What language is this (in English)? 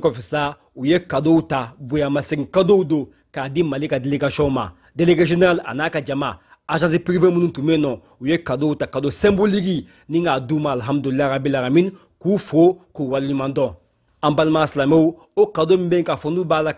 Bambara